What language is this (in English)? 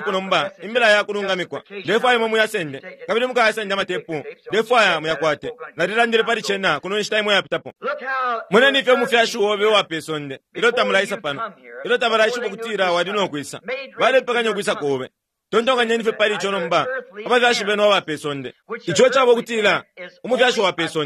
Bemba